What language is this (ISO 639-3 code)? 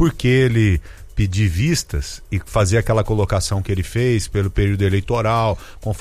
por